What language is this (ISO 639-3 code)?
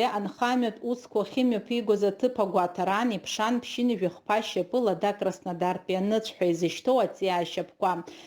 abk